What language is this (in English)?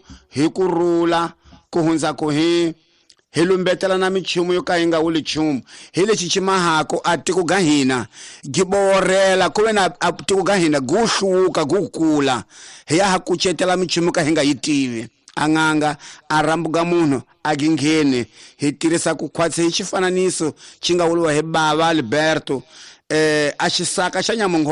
Tsonga